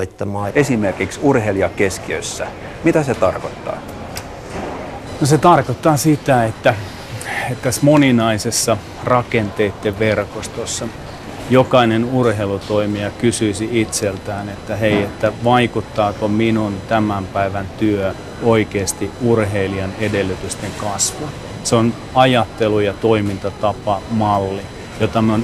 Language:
Finnish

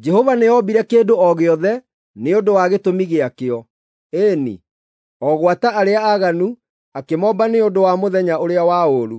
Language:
Kikuyu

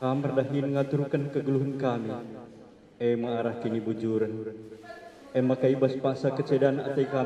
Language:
Batak Karo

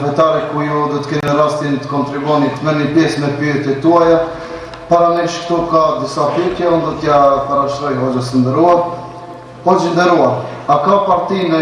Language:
Albanian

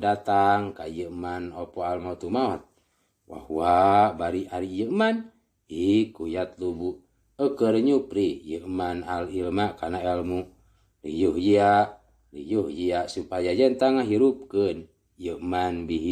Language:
Sundanese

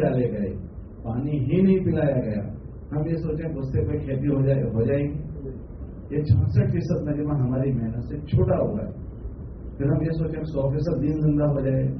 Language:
Urdu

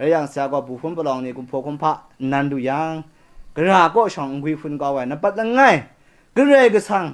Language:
Kachin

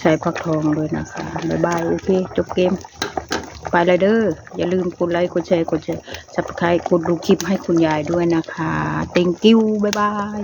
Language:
Northeastern Thai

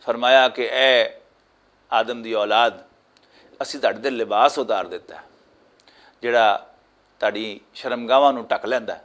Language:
Western Panjabi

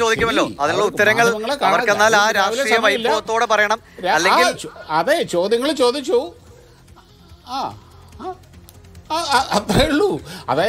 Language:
Malayalam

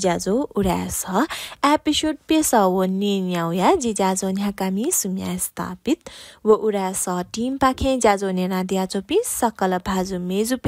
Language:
Newari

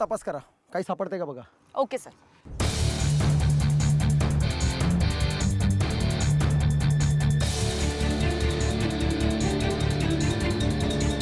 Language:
Marathi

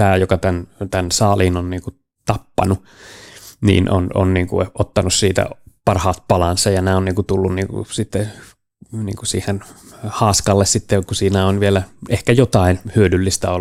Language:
Finnish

